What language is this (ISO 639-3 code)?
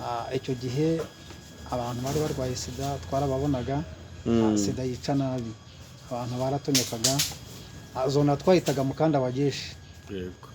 kin